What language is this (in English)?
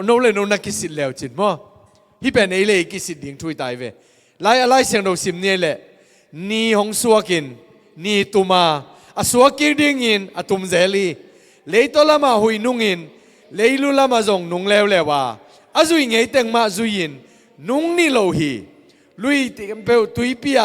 Tedim Chin